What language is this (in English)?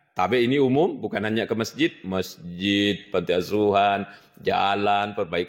Buginese